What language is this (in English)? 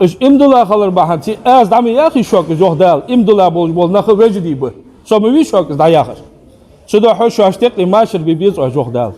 Ingush